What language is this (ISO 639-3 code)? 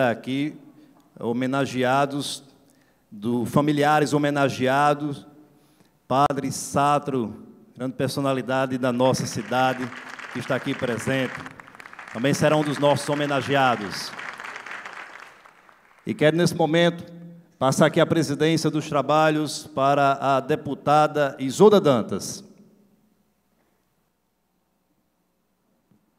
por